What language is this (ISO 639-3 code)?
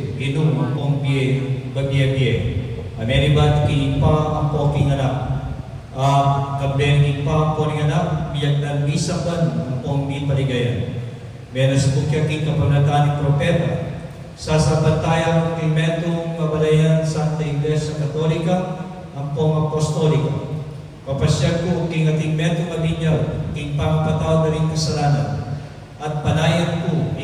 pam